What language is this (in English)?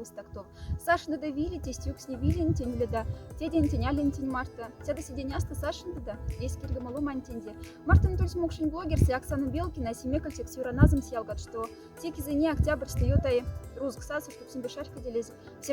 Moksha